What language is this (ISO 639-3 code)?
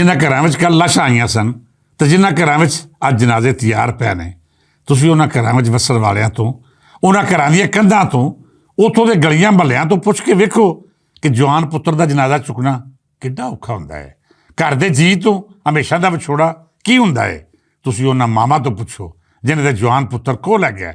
lah